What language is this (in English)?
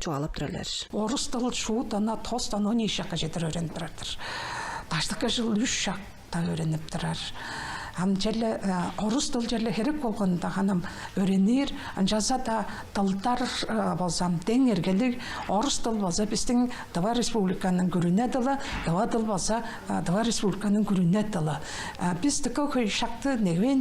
Tuvinian